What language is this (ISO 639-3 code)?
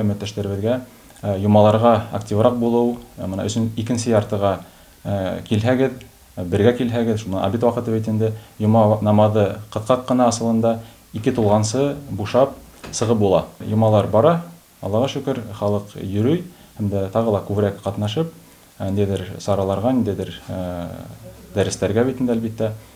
bak